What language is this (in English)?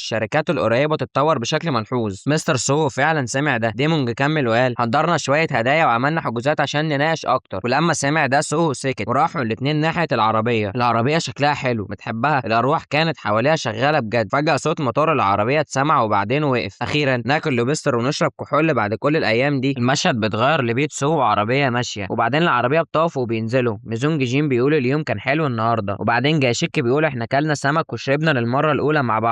Egyptian Arabic